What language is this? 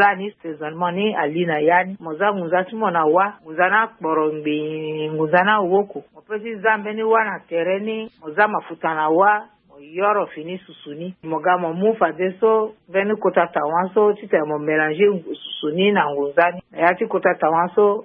Sango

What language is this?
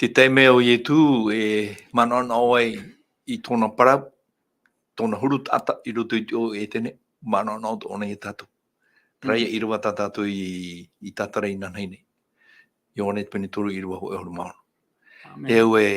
Tahitian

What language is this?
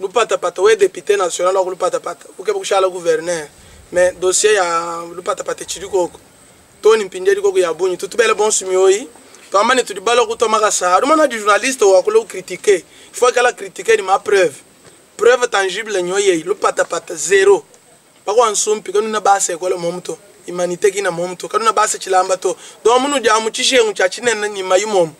Luba-Lulua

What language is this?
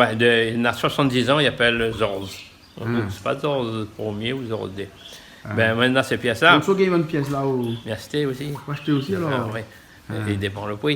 Réunion Creole French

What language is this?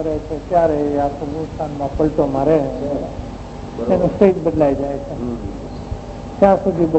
Gujarati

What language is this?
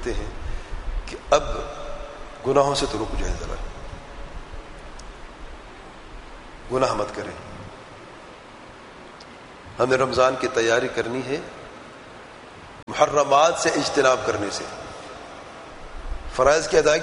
Urdu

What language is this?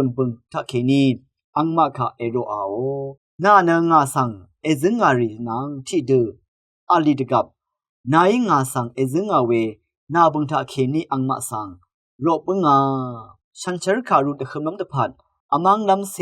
Rawang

